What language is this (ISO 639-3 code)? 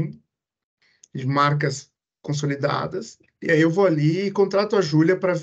por